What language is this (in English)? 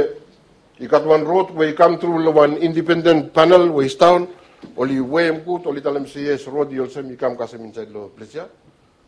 Bislama